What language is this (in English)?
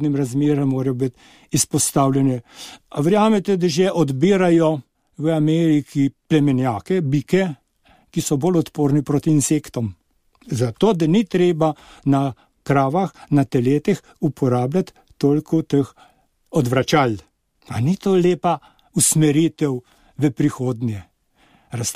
Slovenian